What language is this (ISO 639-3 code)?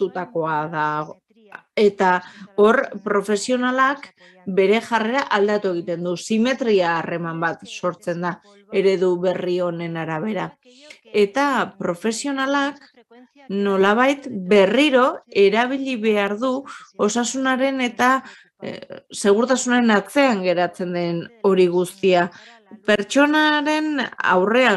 eus